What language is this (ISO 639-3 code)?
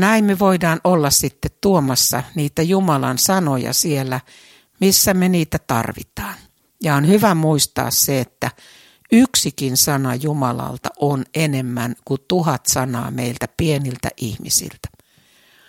fin